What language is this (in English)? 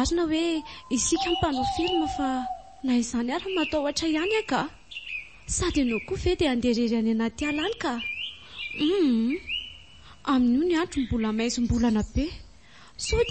Malagasy